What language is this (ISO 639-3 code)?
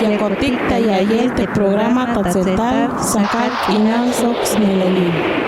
tzh